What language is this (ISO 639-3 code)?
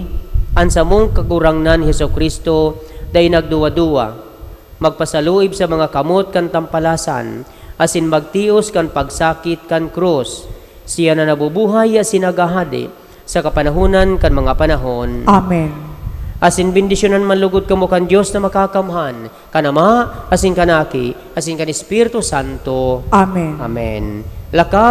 bik